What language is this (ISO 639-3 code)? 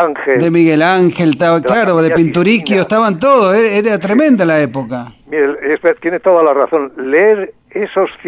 spa